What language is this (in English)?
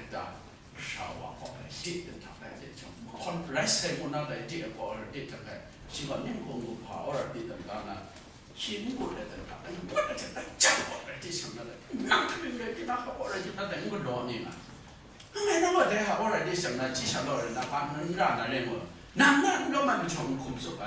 Kachin